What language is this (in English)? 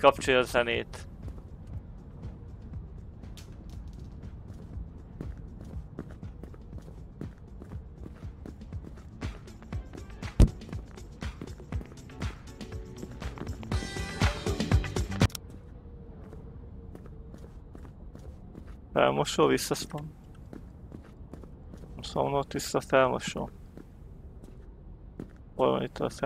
Hungarian